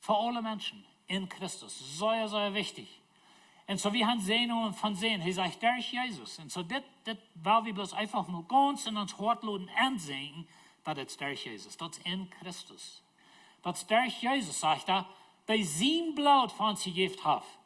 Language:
Plautdietsch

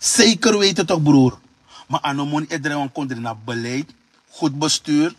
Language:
Sranan Tongo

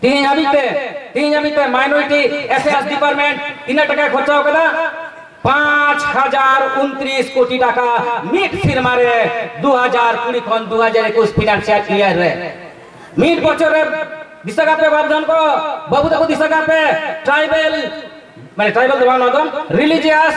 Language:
Santali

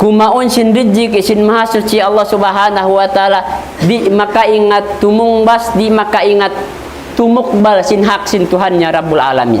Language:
Tausug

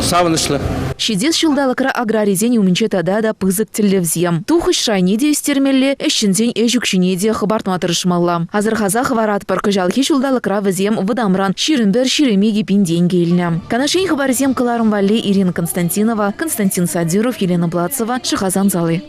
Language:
Chuvash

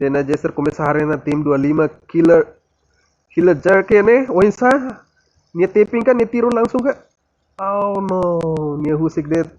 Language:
Tetum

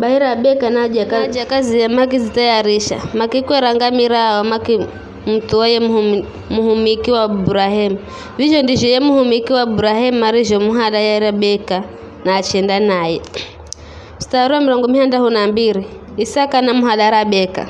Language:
Giryama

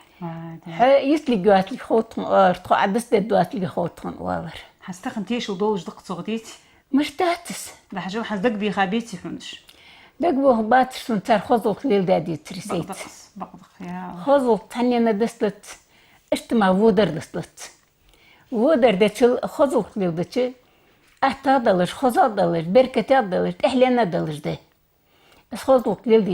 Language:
Ingush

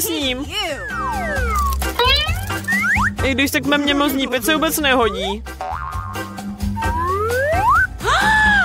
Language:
Czech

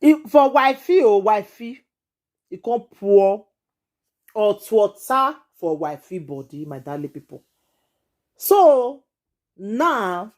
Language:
Nigerian Pidgin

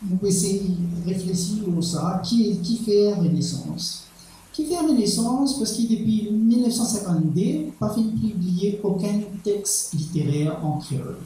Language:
Morisyen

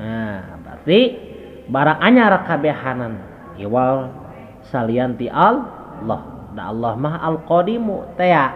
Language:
Sundanese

